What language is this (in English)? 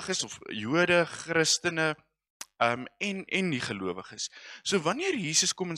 Afrikaans